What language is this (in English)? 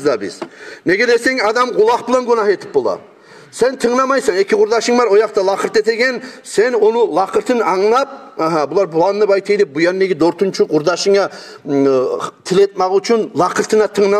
Kumyk